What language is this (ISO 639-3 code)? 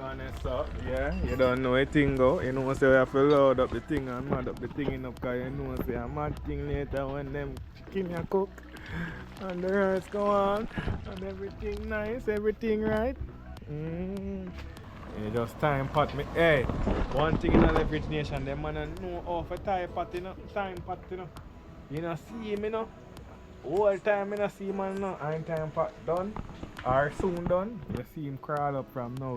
jam